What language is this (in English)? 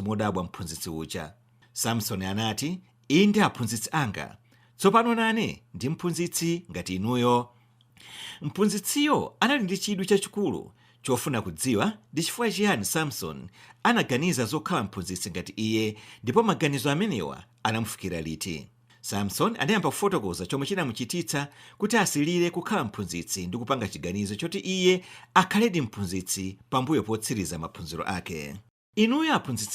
Nyanja